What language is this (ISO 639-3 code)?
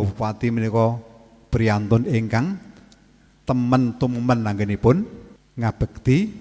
jav